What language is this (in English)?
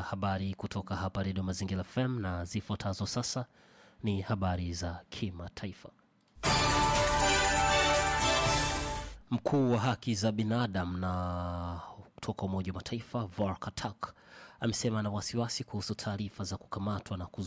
Swahili